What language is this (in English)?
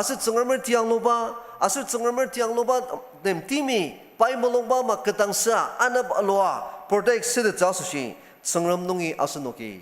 Ao Naga